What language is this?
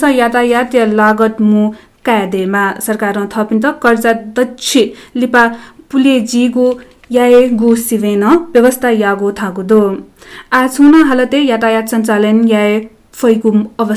Newari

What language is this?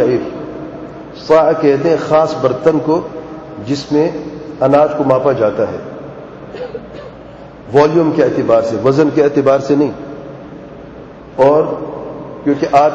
Urdu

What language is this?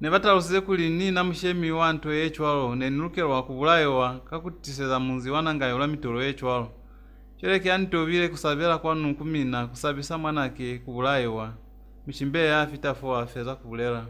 Lozi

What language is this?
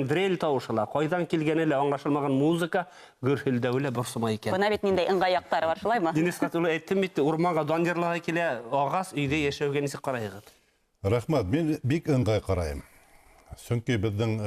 Bashkir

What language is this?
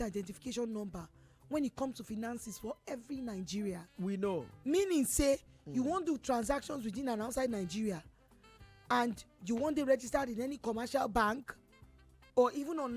Nigerian Pidgin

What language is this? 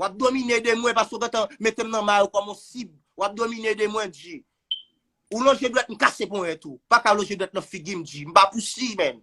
Haitian Creole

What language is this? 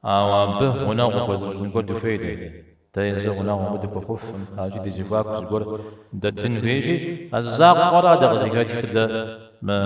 Kabardian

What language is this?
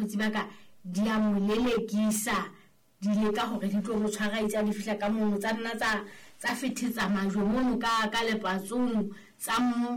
Southern Sotho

